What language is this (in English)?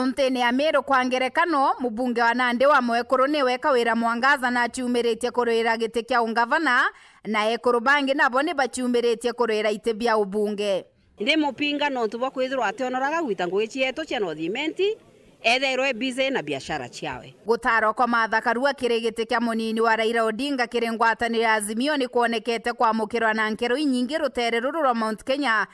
Meru